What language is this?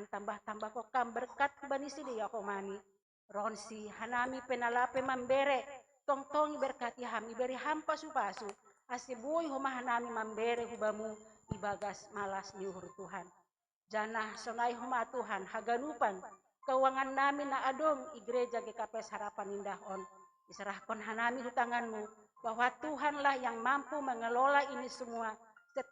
Batak Simalungun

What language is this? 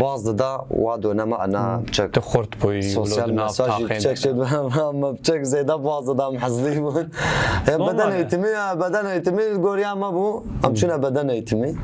Kurdish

